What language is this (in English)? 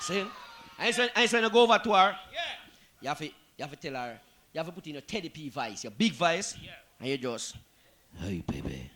Jamaican Creole English